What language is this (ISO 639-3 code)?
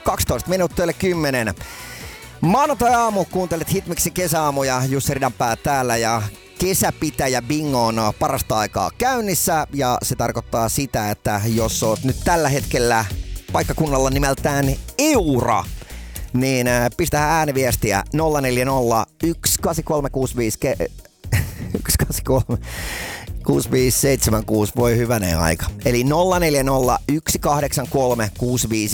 fin